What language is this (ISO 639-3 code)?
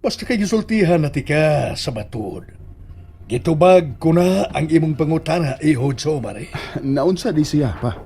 ceb